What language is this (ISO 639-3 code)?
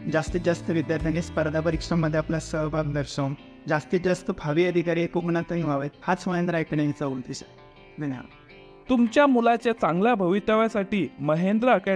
mar